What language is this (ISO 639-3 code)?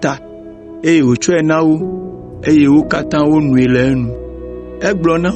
ewe